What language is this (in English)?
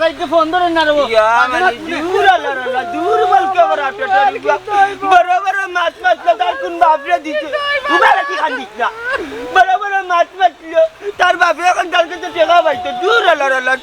Sylheti